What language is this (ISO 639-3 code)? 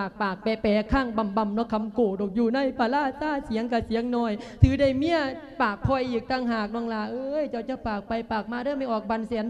lao